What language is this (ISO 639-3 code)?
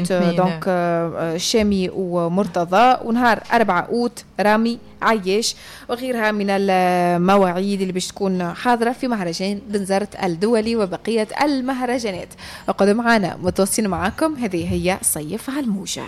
aeb